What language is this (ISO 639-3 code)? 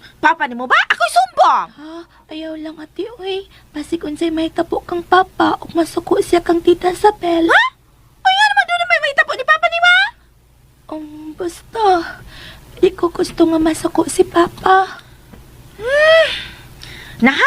ceb